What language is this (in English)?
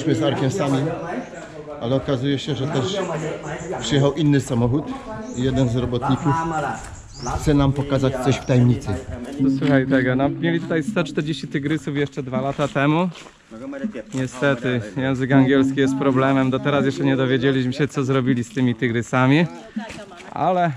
Polish